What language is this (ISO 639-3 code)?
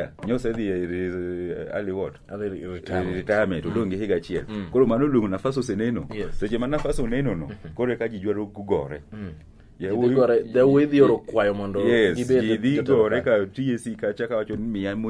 luo